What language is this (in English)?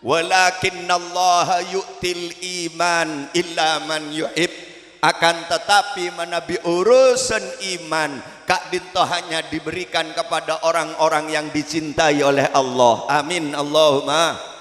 Madurese